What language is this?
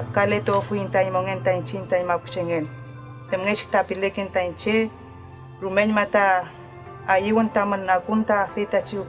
Mapuche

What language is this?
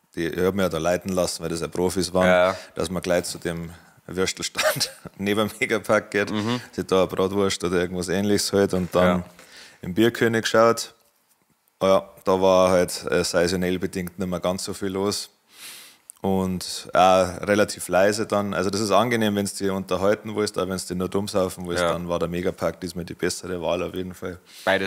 Bavarian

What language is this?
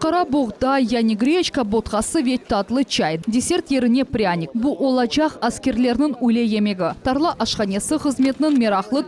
Crimean Tatar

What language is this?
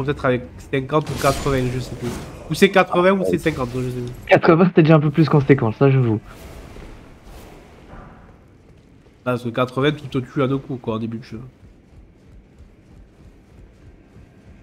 French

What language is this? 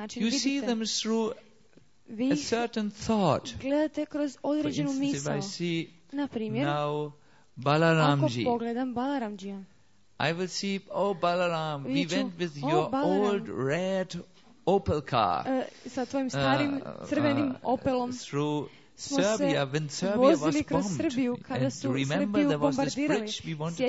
Croatian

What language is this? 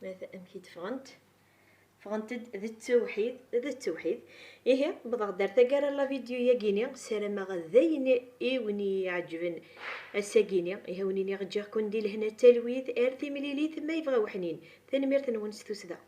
Kabyle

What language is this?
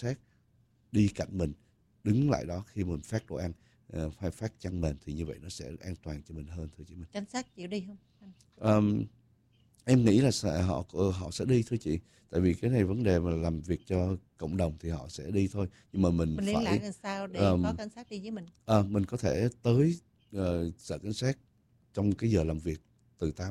Vietnamese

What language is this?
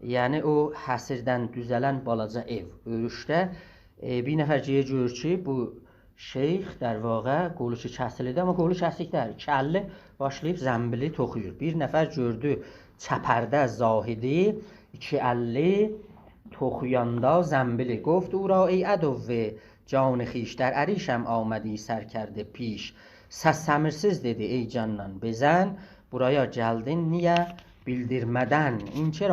South Azerbaijani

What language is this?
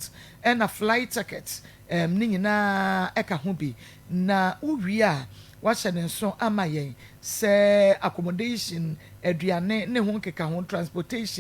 Akan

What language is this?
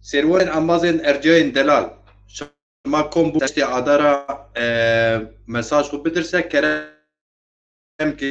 Zaza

